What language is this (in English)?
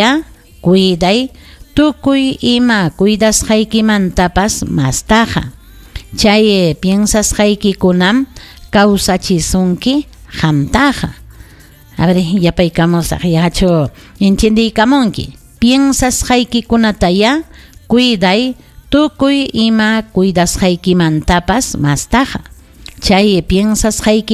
Ayacucho Quechua